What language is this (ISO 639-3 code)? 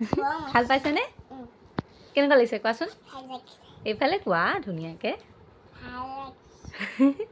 asm